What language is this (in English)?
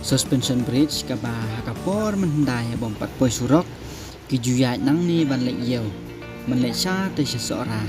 Khasi